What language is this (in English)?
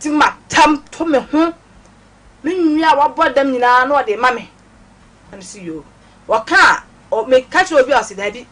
Akan